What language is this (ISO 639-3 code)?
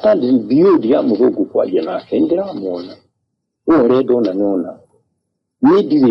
kik